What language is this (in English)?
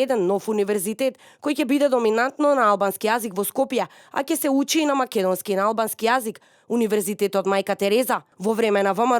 Macedonian